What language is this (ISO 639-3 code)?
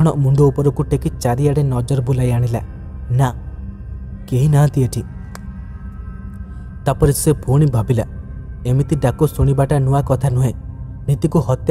ori